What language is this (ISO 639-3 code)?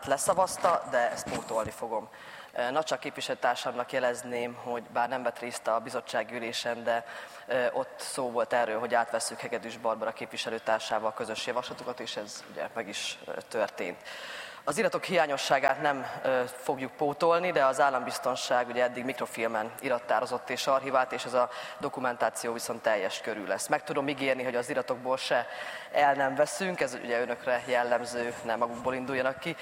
hun